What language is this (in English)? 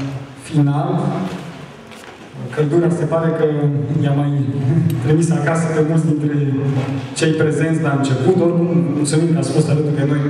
Romanian